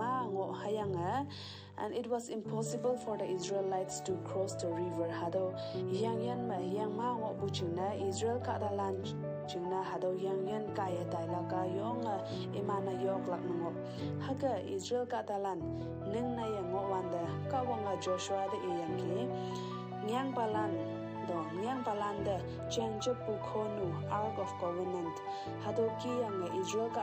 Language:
Konyak Naga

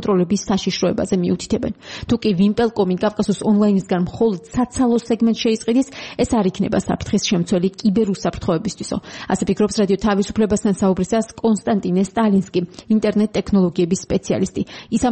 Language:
Georgian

